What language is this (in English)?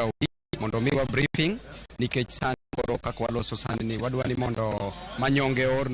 Luo (Kenya and Tanzania)